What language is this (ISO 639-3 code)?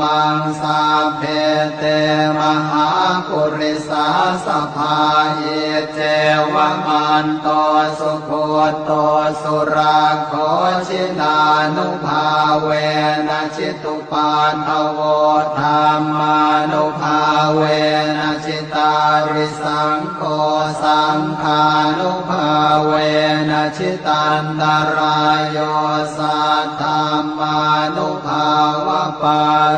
pli